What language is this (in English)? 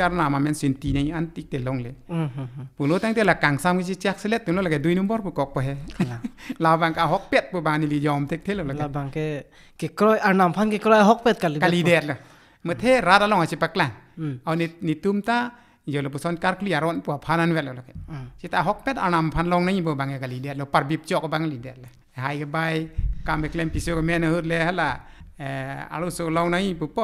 Karbi